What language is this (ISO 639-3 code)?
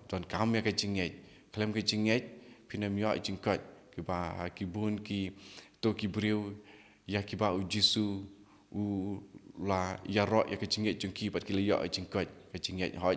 kha